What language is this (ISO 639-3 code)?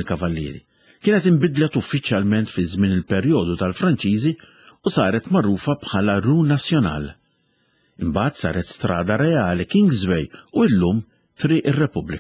mlt